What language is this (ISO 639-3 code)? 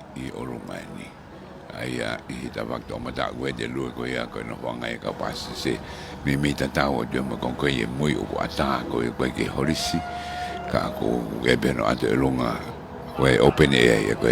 ton